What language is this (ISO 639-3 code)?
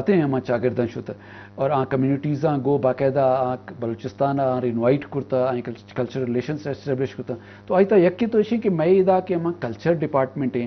bgp